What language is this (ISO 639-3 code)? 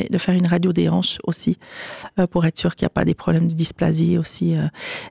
fra